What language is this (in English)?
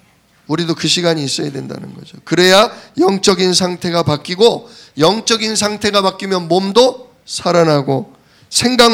Korean